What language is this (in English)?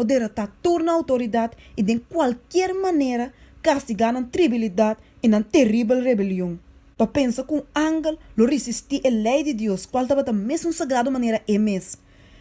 Papiamento